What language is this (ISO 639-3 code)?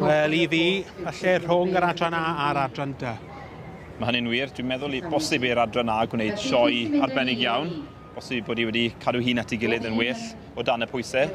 cym